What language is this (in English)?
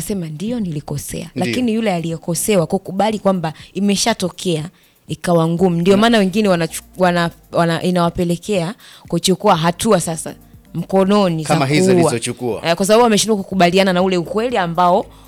Swahili